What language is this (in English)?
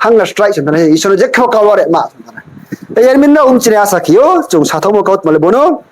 Riang (India)